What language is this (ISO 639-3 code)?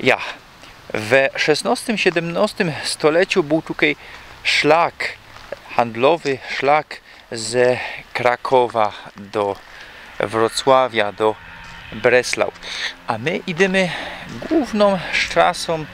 szl